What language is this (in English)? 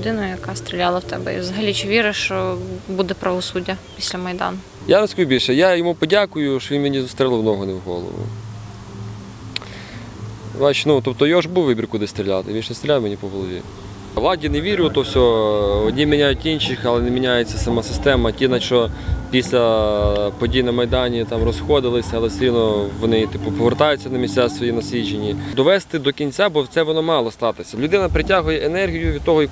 Ukrainian